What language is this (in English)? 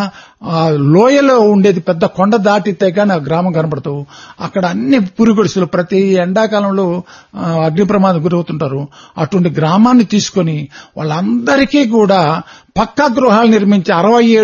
Telugu